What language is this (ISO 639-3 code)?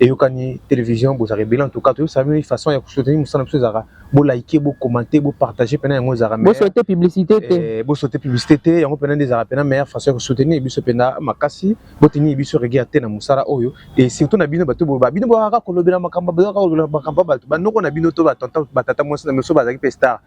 lin